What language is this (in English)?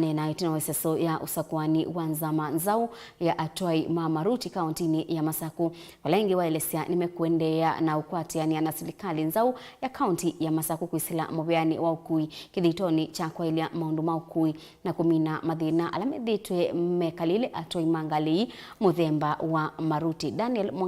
Kamba